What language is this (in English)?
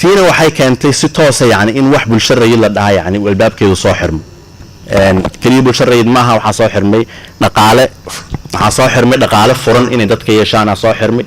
Somali